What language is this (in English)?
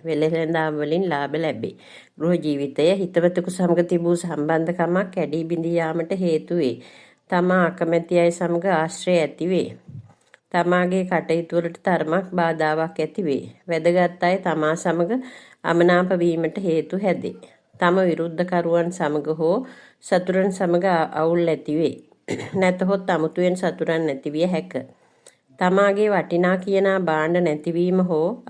Sinhala